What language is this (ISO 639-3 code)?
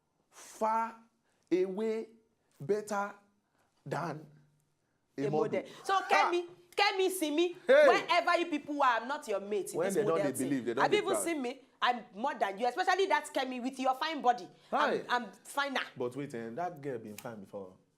pcm